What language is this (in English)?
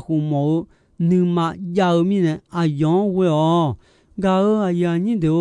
Akha